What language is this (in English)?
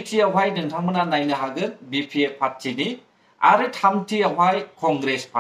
Bodo